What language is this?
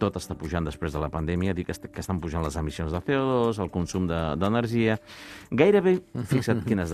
Catalan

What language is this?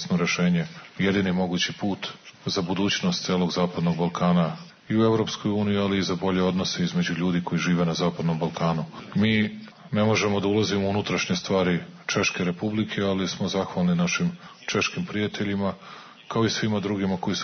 Serbian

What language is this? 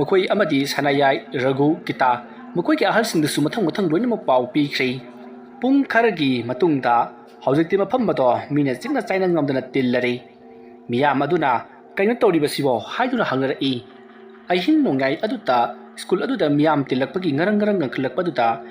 Manipuri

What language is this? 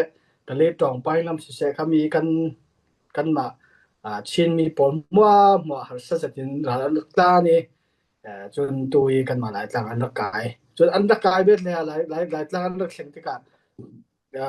Falam Chin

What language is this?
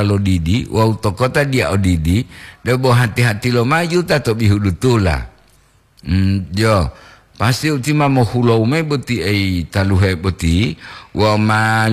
Gorontalo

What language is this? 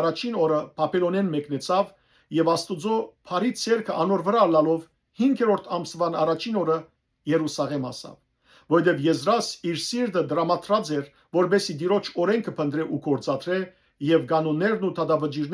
Western Armenian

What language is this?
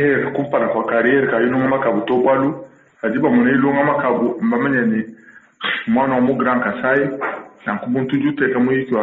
Luba-Lulua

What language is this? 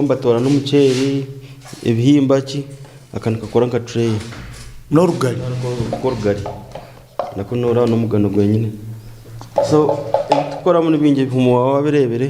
Nyankole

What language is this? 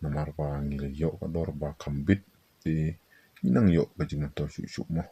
Khasi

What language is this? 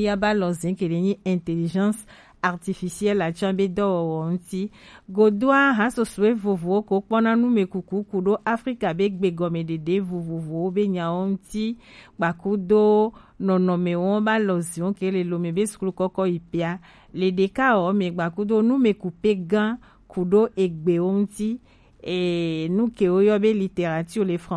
Gen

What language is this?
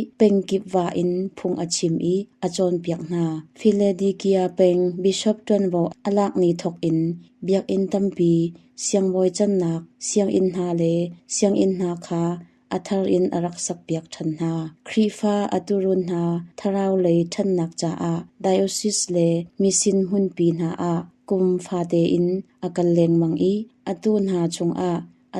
Hakha Chin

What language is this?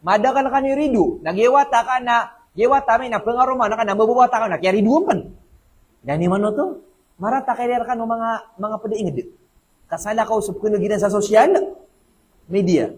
Maranao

